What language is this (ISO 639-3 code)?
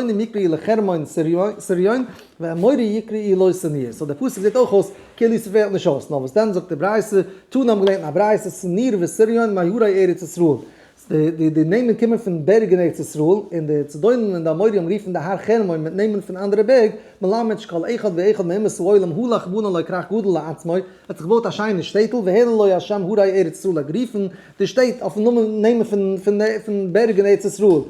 yid